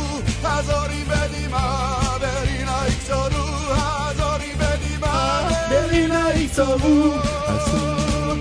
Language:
Hebrew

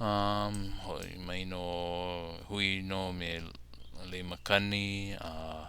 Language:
Hawaiian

